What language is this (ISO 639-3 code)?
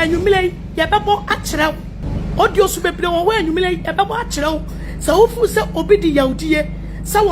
aka